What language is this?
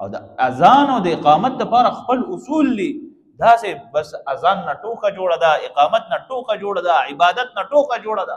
Pashto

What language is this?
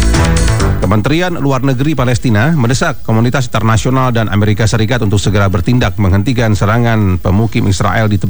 Indonesian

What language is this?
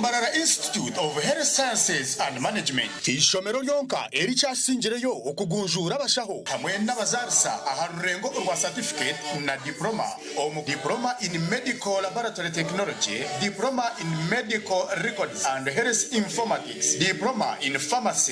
Nyankole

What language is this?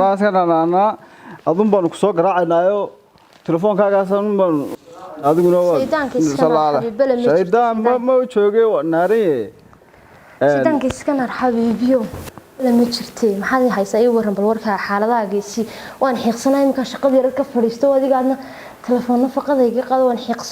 Somali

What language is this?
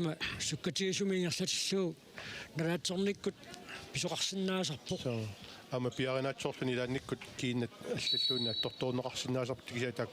Kalaallisut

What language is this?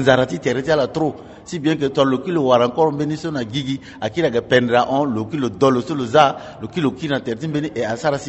Sango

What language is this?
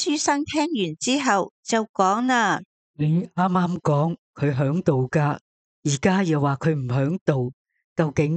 Cantonese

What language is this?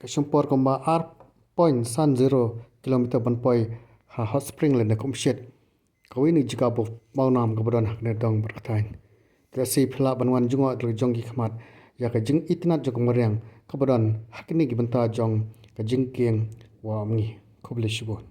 Khasi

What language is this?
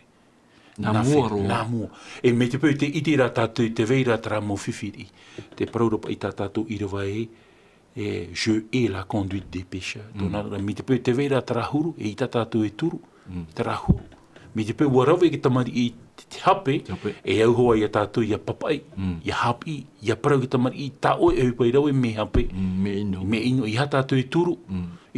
Tahitian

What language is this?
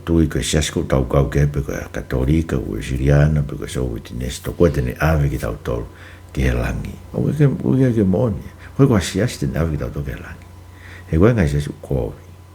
Tongan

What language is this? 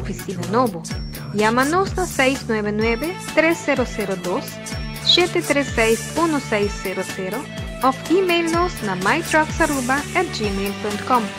Papiamento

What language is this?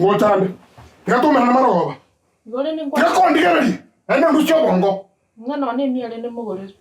Gusii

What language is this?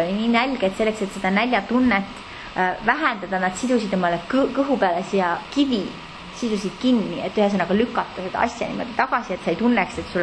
Estonian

